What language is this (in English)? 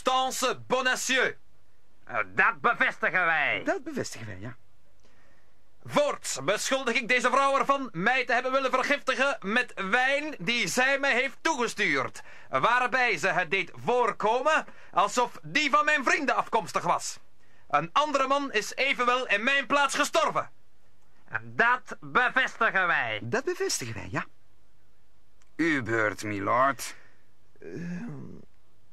Dutch